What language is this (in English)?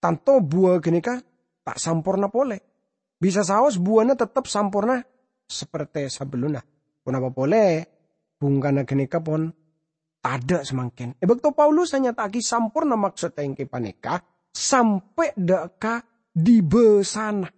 Madurese